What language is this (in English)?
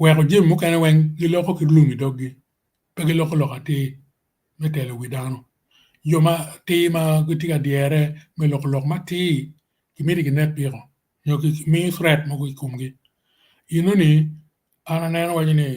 Acoli